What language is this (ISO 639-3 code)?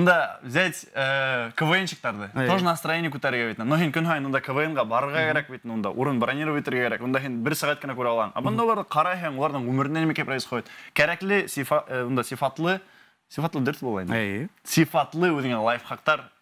bak